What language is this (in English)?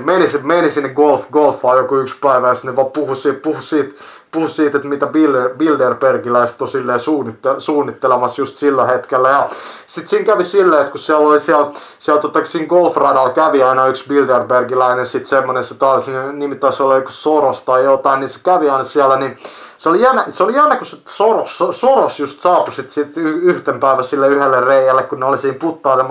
Finnish